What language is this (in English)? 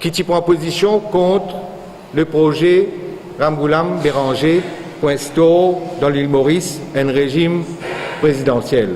Morisyen